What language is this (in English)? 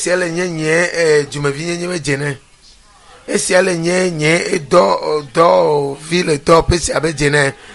Ewe